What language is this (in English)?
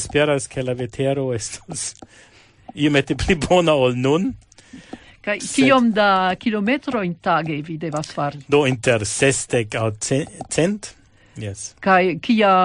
Esperanto